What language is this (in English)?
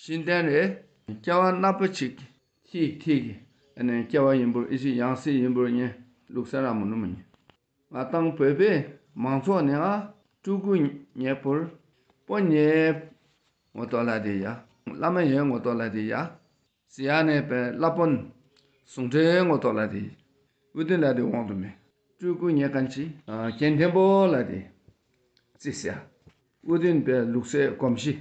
Dakpakha